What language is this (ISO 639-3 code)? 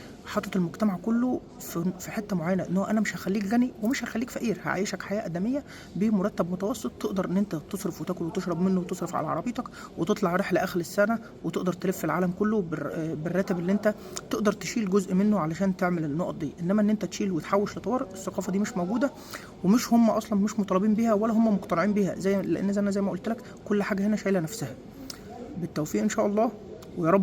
arz